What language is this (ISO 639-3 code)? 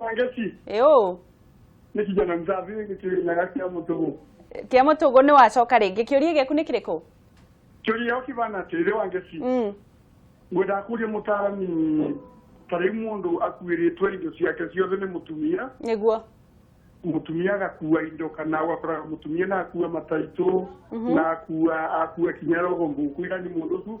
kik